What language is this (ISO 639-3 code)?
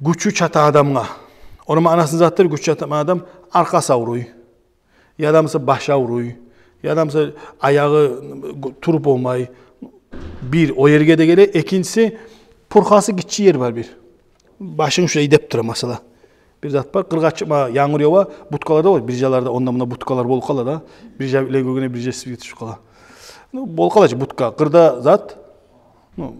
kum